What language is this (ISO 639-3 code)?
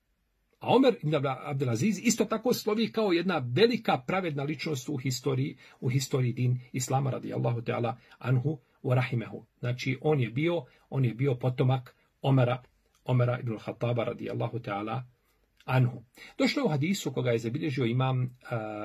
bos